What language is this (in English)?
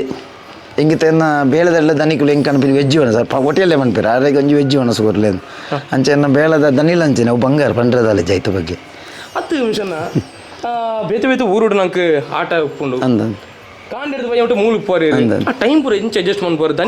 Tulu